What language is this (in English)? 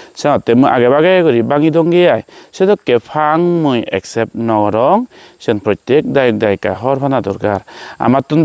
Chakma